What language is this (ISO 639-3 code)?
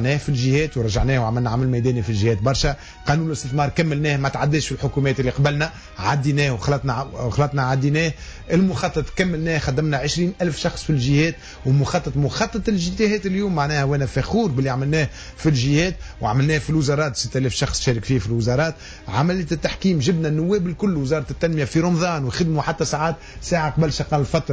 aeb